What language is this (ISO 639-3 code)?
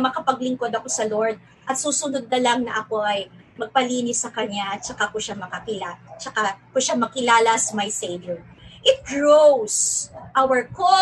fil